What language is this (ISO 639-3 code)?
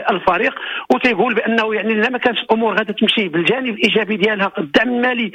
ary